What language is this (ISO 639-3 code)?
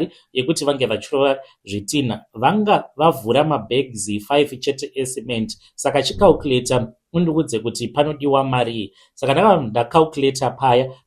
sna